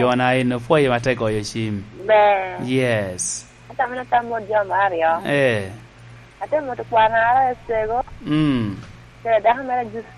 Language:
Lango (Uganda)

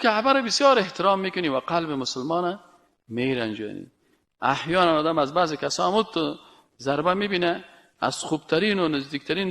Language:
Persian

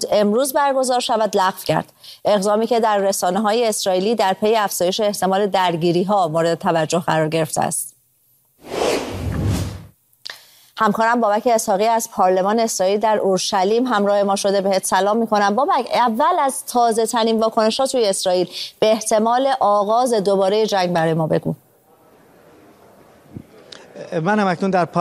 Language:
Persian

